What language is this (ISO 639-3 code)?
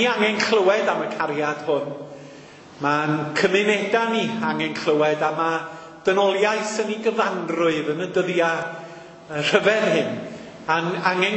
cym